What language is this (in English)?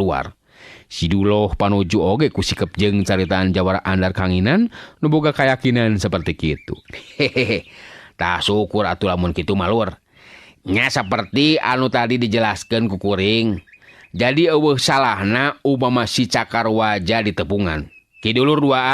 Sundanese